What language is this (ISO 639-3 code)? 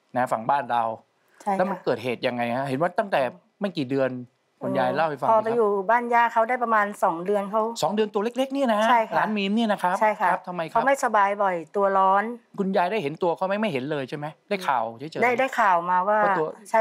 tha